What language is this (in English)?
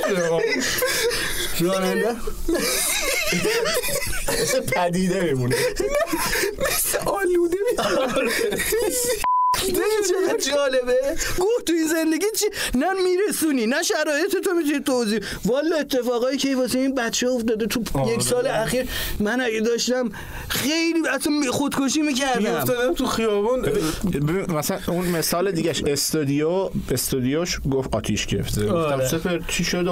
Persian